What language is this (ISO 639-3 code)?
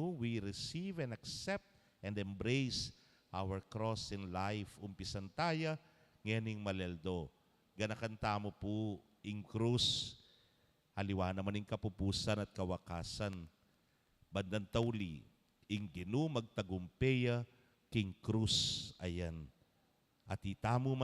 pam